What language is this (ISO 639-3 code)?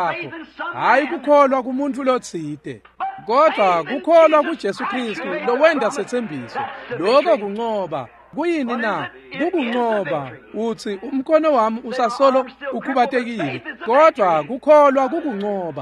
ssw